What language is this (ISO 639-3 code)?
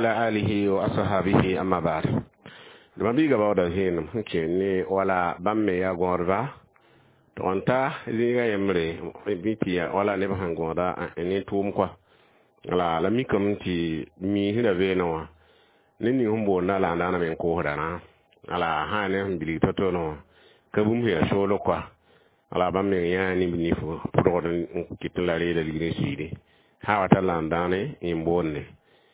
mos